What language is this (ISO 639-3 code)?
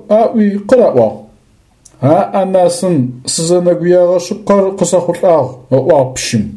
ady